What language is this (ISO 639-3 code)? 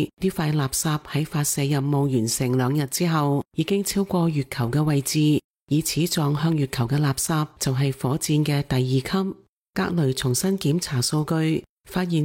yue